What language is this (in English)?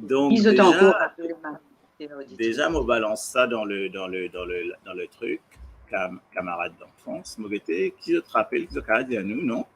Morisyen